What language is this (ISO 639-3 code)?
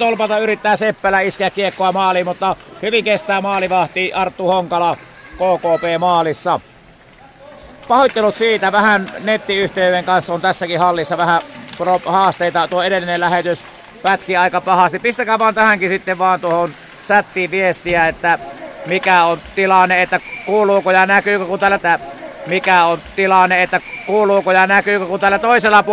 fin